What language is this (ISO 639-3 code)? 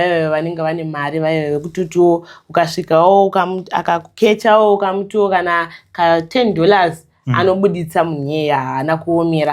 sna